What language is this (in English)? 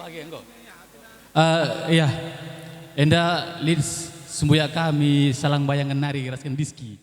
Batak Karo